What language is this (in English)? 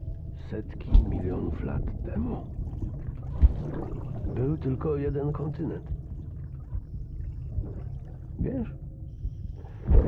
Polish